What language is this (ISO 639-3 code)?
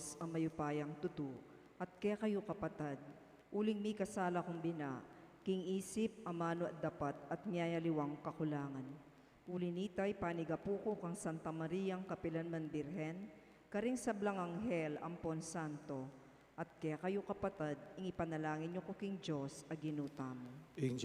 pam